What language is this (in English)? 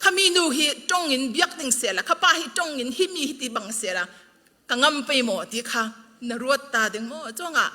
Falam Chin